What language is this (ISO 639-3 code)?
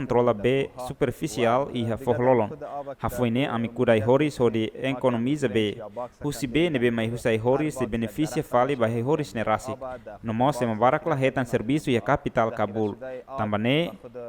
tet